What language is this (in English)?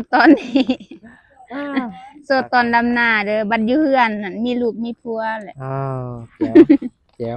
Northeastern Thai